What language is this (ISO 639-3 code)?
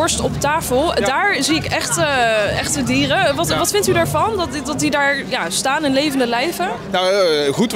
nld